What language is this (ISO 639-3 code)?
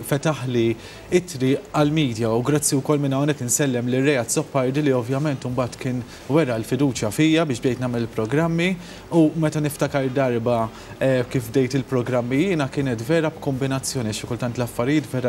mlt